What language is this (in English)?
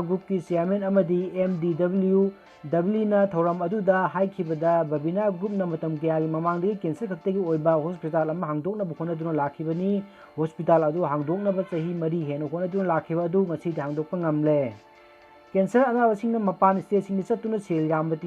Manipuri